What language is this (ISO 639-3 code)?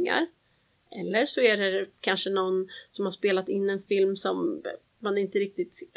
swe